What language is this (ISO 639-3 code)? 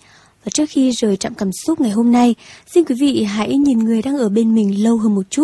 vie